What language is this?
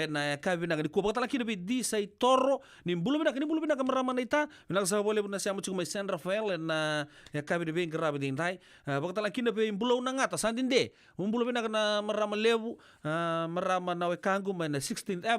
Fijian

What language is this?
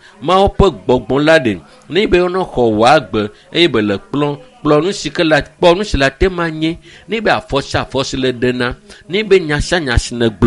Ewe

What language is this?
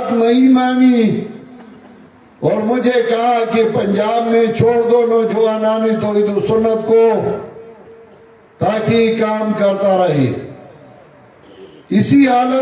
Urdu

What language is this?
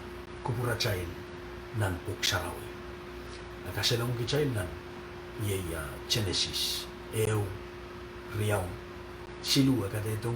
Pohnpeian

